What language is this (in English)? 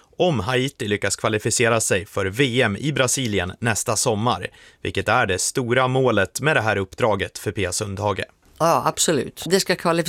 Swedish